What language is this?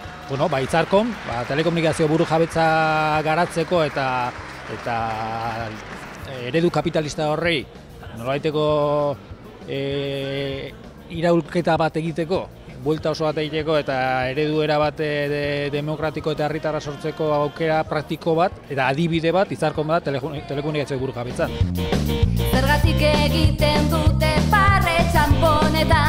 Basque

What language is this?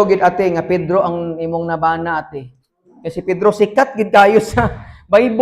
Cebuano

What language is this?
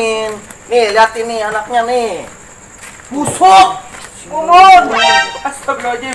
Betawi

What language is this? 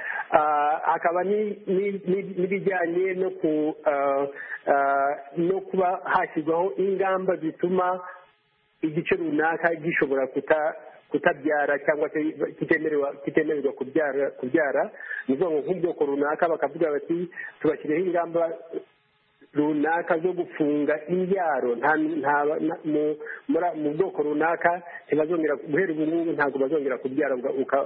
Kinyarwanda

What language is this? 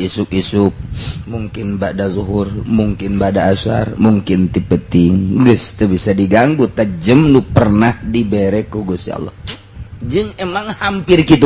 Sundanese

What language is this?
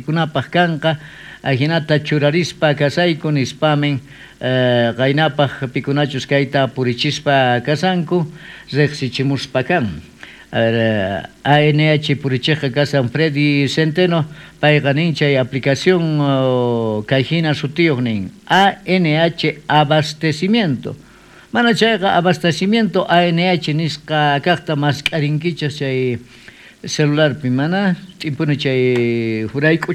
South Bolivian Quechua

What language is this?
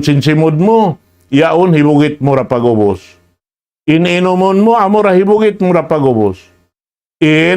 Tausug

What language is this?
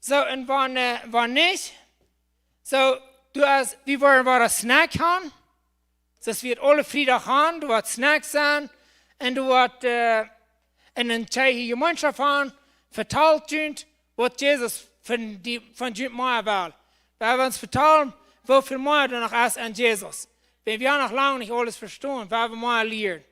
Plautdietsch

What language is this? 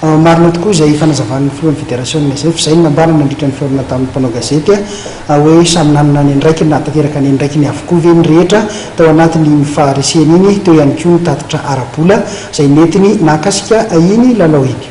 Malagasy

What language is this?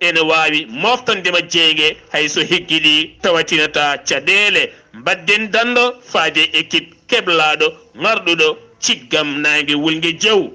Fula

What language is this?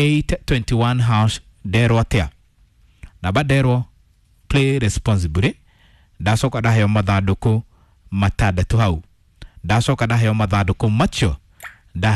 Kikuyu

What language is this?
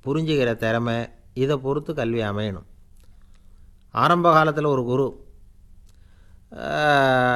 Tamil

